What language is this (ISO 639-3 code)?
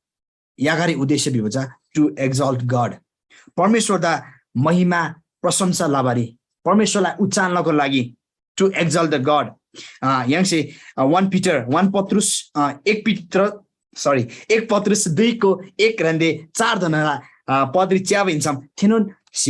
taj